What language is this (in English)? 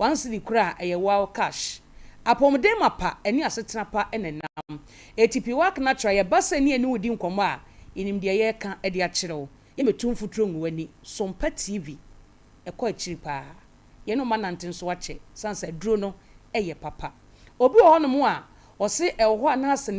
Akan